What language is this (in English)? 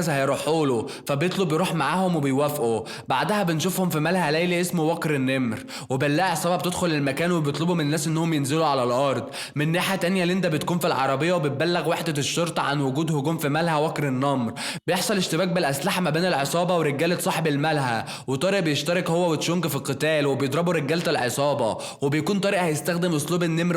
Egyptian Arabic